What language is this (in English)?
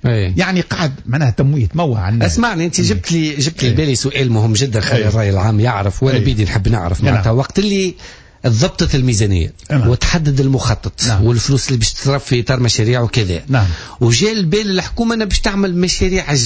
Tunisian Arabic